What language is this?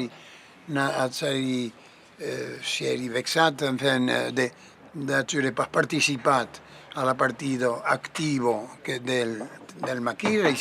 Occitan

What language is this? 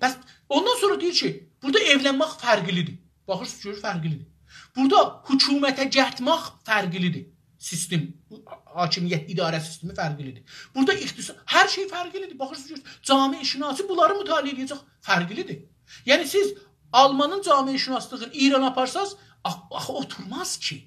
South Azerbaijani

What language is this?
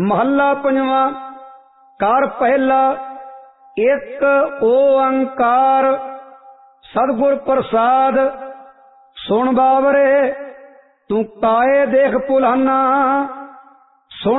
Punjabi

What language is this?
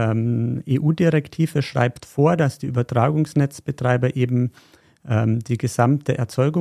German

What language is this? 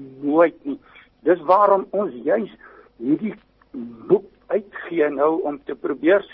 Afrikaans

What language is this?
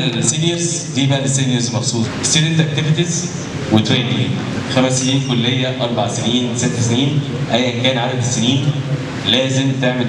Egyptian Arabic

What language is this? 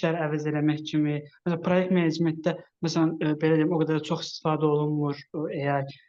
Azerbaijani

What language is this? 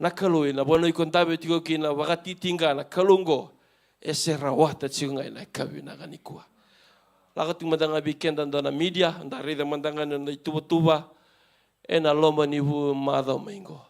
Fijian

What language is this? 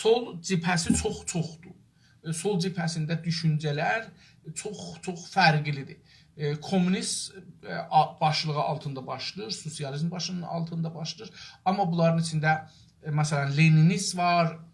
South Azerbaijani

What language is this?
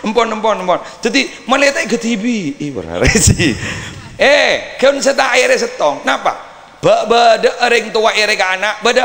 Madurese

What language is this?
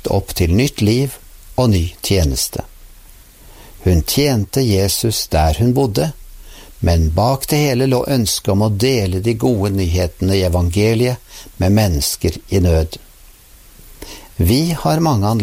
Norwegian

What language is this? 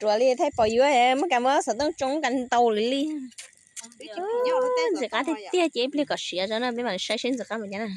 Hmong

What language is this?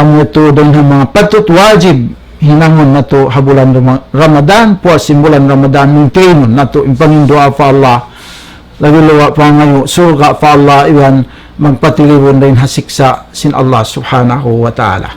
Tausug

